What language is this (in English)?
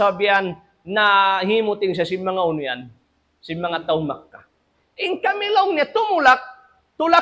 Tausug